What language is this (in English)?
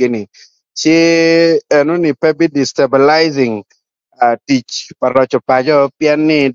Acoli